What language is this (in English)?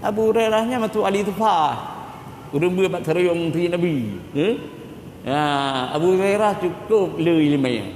Achinese